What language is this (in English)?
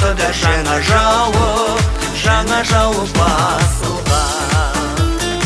Kazakh